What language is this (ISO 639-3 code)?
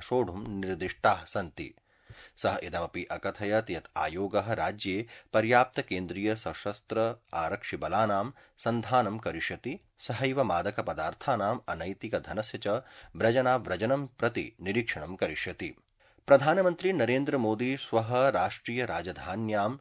san